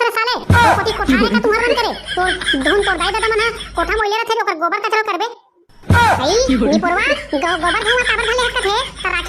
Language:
Chhattisgarhi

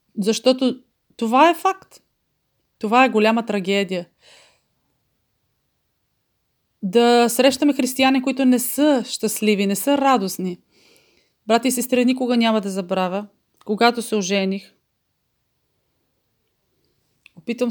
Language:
Bulgarian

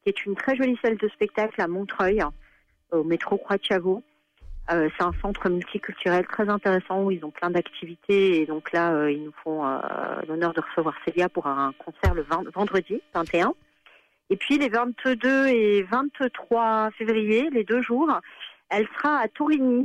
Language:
French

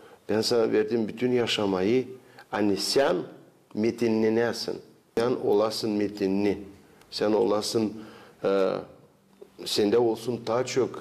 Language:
Gagauz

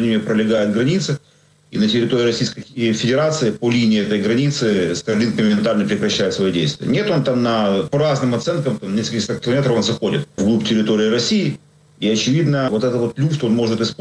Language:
Russian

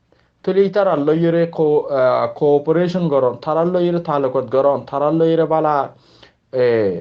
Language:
Rohingya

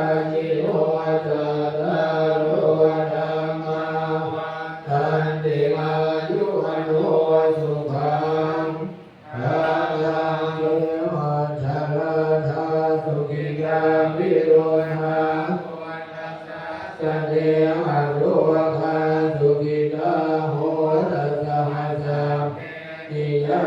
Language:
Pali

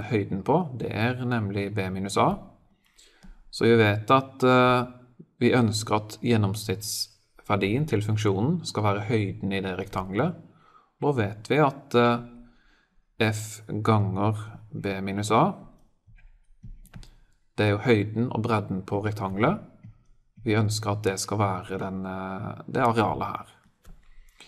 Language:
Norwegian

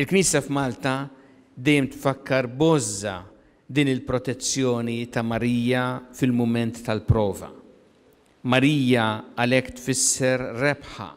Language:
Maltese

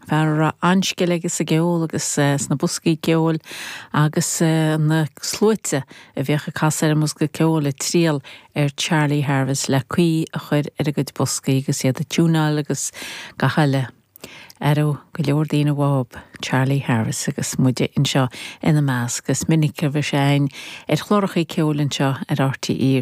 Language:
Irish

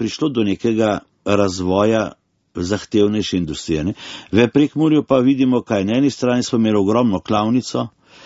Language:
Slovenian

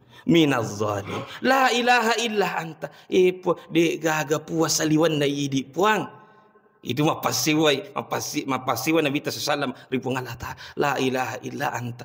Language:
Buginese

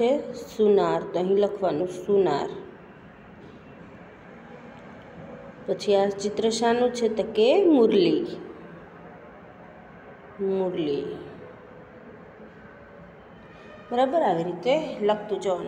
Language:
Gujarati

